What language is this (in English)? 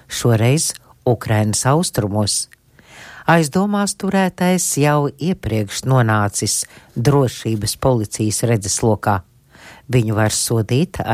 Latvian